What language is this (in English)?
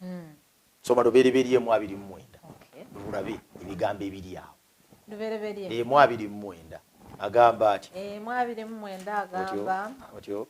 Ganda